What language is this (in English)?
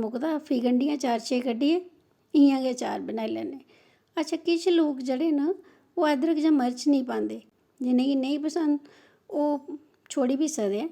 Dogri